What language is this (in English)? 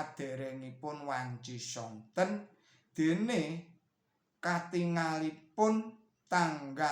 Javanese